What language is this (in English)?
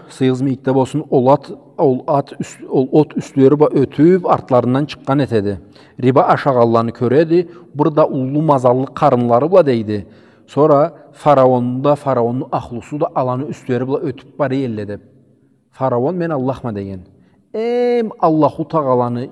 Karachay-Balkar